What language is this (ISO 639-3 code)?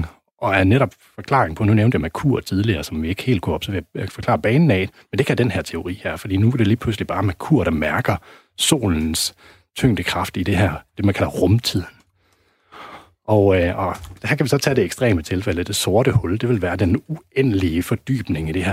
dan